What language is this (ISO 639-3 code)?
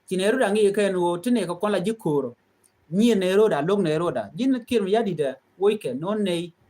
nus